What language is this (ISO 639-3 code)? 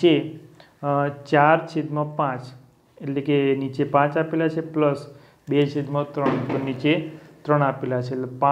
guj